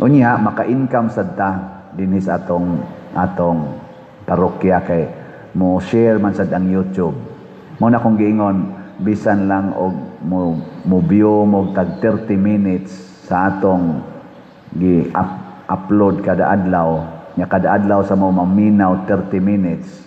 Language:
Cebuano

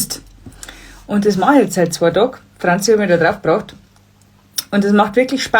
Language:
Bavarian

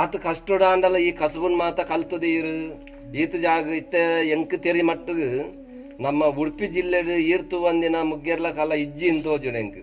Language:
Tulu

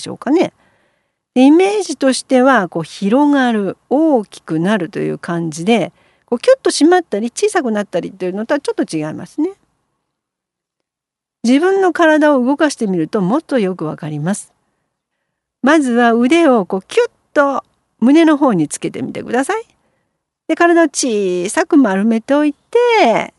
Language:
Japanese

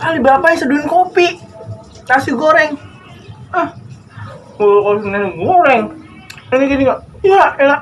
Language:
Betawi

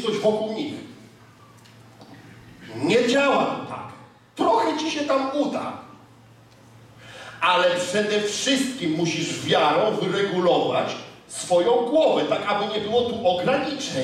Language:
Polish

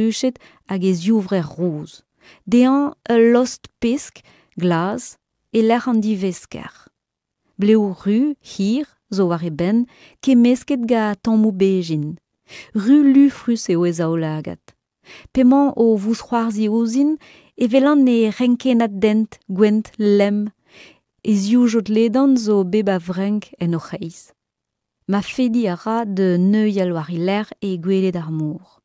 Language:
Breton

